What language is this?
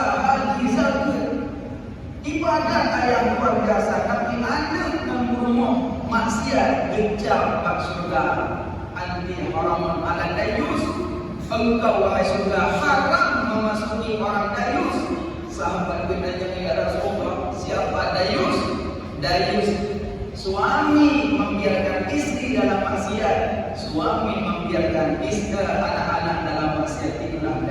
Achinese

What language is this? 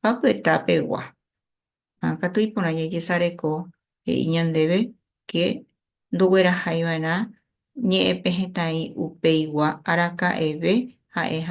Guarani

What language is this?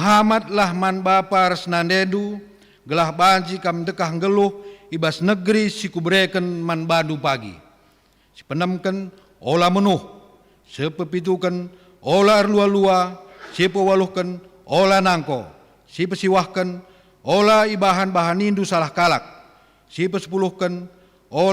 Batak Karo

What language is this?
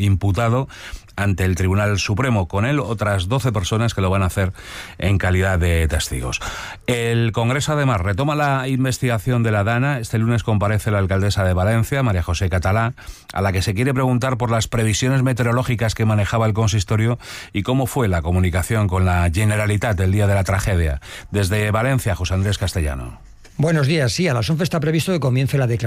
Spanish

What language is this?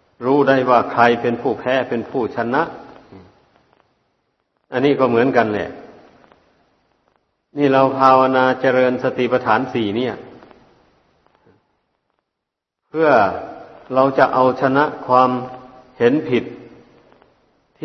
Thai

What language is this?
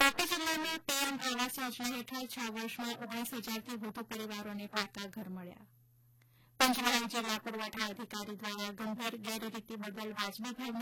Gujarati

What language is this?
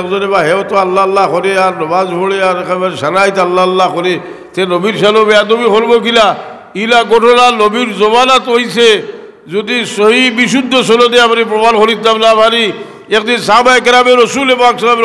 Sylheti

